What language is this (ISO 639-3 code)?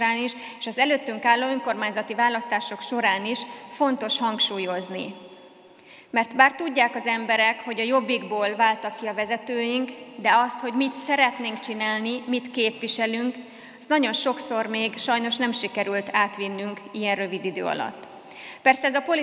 hun